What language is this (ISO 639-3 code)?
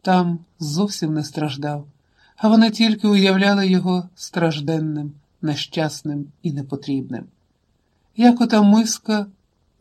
ukr